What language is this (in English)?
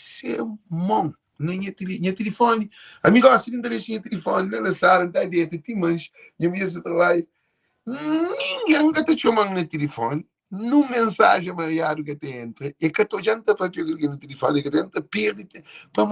Kabuverdianu